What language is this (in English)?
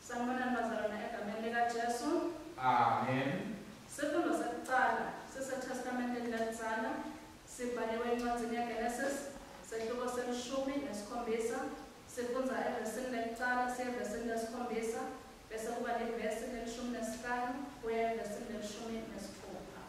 Swati